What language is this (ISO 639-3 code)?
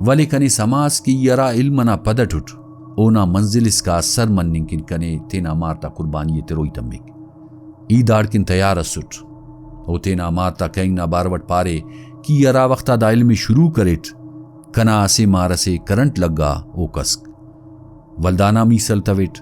brh